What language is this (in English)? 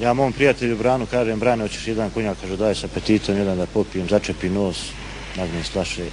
Bosnian